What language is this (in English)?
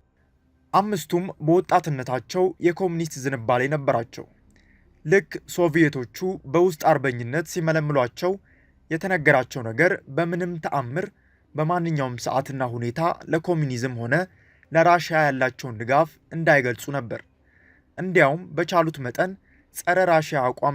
Amharic